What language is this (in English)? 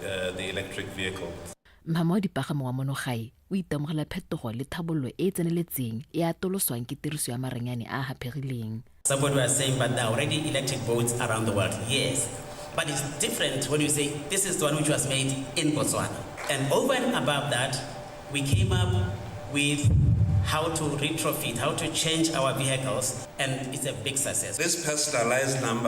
Tswana